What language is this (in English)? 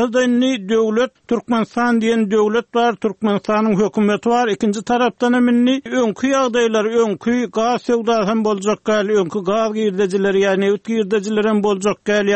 Turkmen